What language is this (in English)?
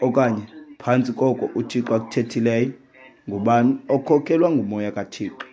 Xhosa